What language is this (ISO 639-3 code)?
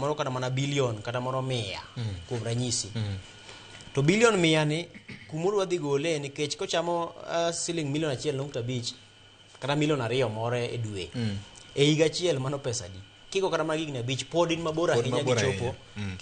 luo